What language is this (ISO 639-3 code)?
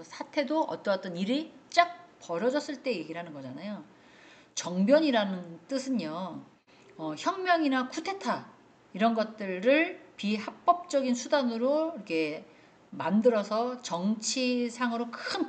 kor